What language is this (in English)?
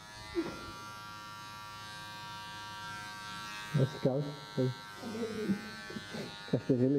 Dutch